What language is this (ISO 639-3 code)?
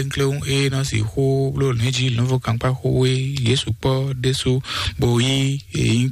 fon